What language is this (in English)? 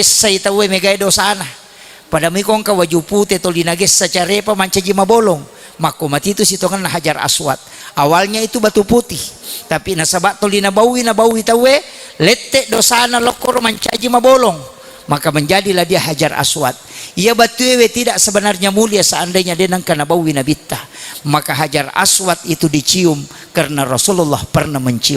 Buginese